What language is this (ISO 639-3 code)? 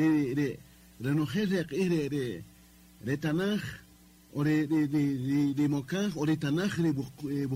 cak